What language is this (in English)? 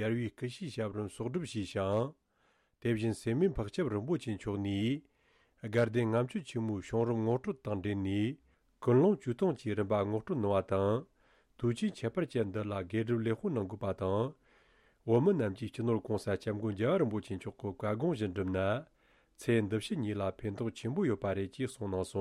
Tibetan